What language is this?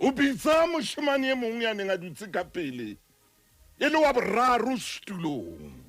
Southern Sotho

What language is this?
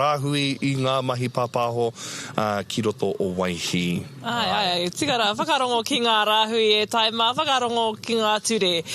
Māori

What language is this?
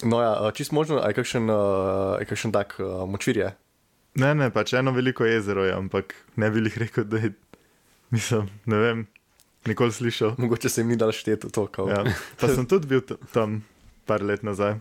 Slovenian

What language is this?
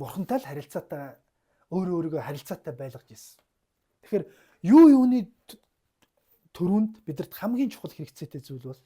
Mongolian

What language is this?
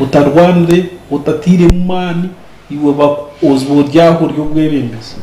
Nyankole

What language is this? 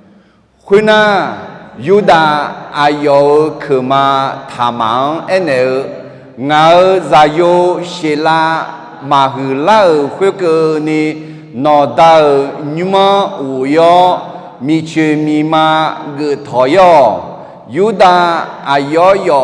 Akha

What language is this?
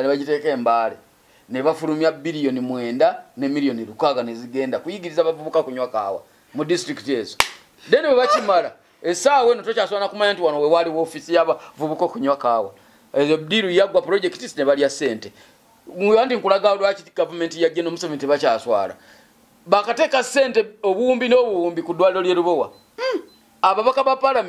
Ganda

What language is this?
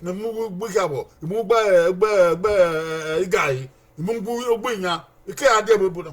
Bini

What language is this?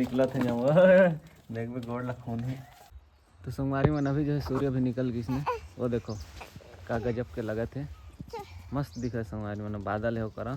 Chhattisgarhi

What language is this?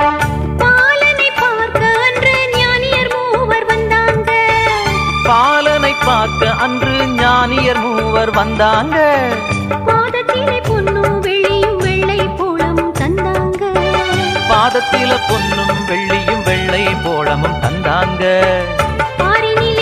Tamil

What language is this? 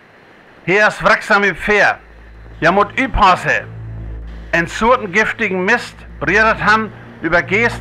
Northern Frisian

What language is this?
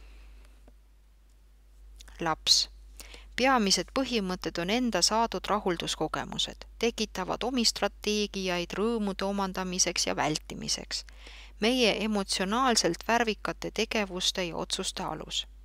Estonian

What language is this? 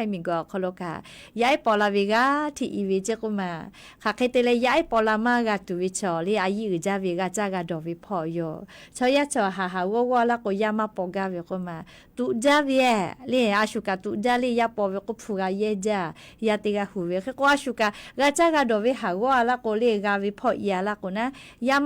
Lahu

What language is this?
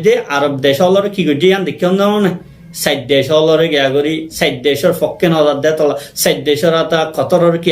Rohingya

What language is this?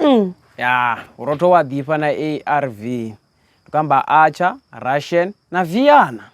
Venda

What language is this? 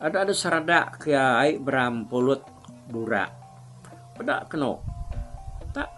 Iban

